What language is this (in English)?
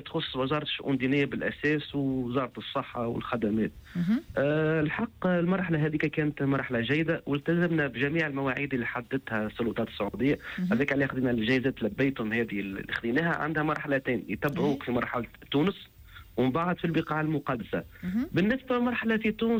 Tunisian Arabic